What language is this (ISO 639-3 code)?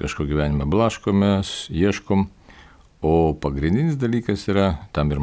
lit